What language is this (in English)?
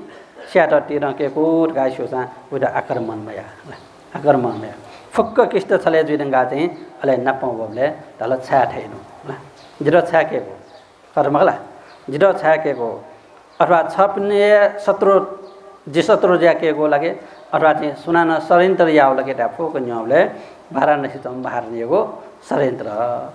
Newari